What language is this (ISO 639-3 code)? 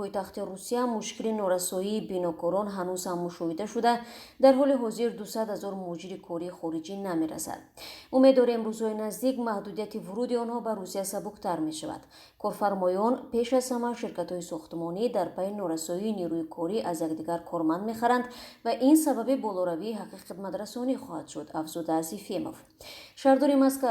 tgk